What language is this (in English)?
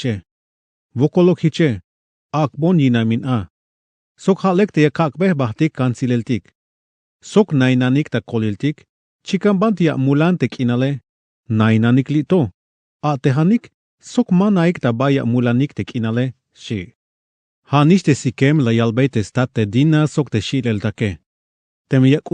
Tzeltal